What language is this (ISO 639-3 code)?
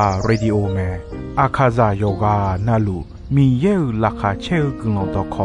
ahk